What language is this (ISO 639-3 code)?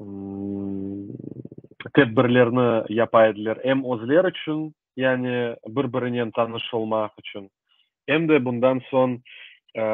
crh